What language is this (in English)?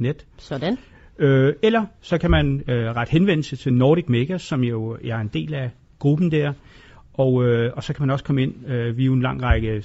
Danish